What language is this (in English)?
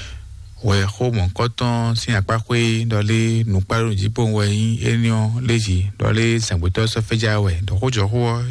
Fon